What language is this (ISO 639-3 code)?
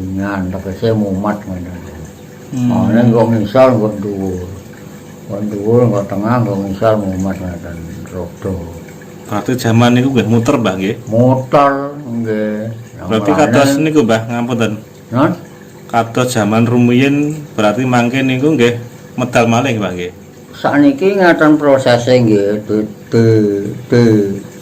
jav